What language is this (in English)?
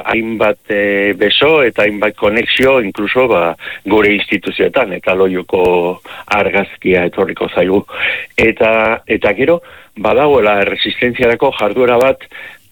Basque